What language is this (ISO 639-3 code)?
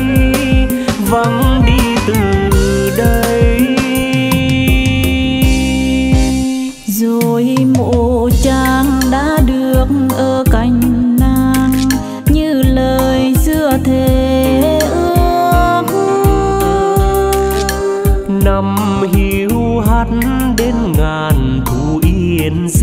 vie